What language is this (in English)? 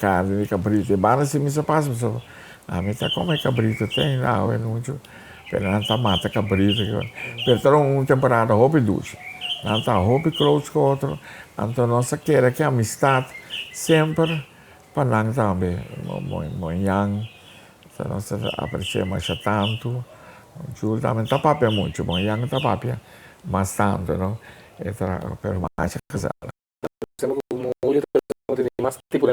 Papiamento